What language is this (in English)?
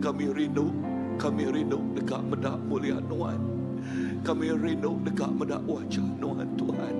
Iban